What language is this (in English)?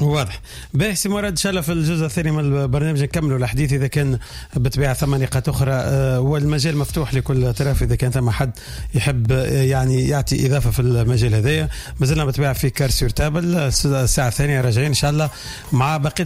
Tunisian Arabic